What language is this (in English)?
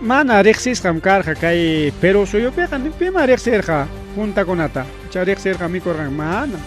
Ayacucho Quechua